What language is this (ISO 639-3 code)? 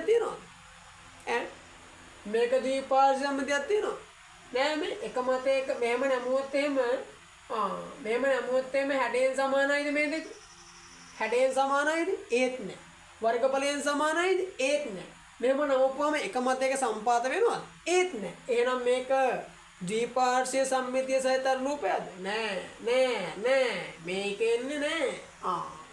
sin